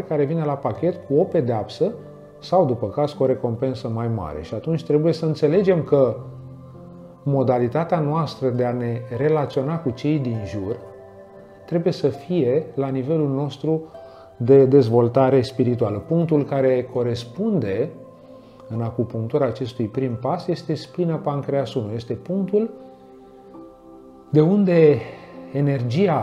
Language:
Romanian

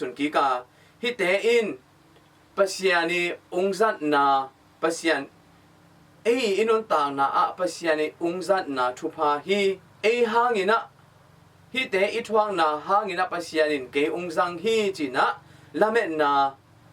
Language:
Tedim Chin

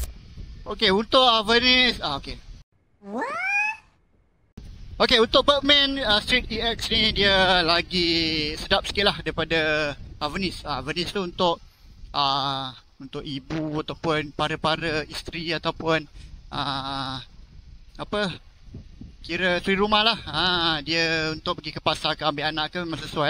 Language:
Malay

